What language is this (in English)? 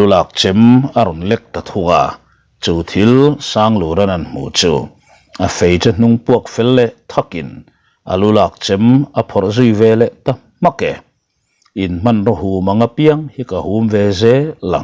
Mizo